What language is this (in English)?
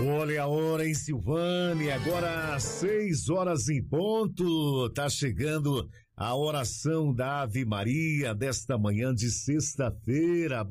Portuguese